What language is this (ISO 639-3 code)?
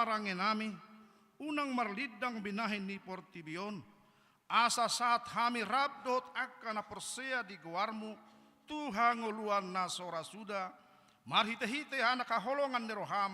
bbc